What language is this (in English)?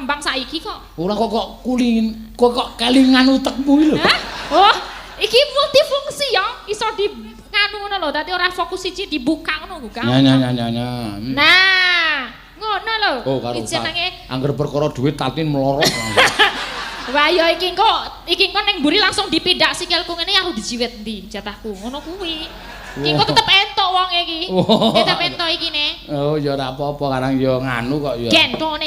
Javanese